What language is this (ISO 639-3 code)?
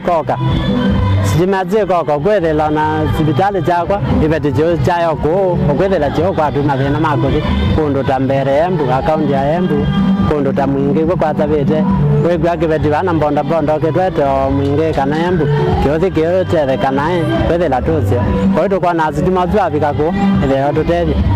kam